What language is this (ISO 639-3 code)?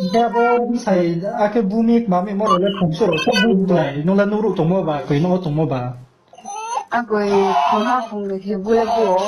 ria